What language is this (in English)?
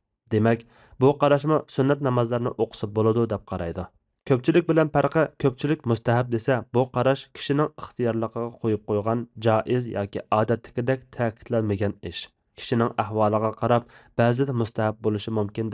Uyghur